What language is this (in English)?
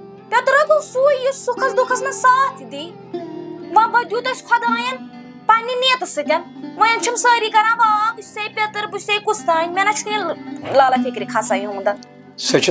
Kashmiri